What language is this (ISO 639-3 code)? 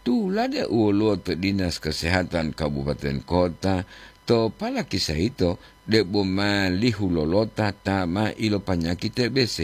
gor